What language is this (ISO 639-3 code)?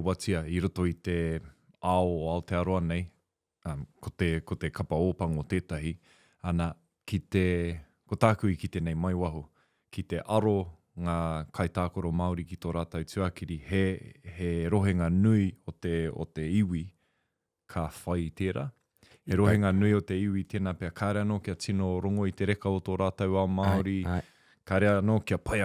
mri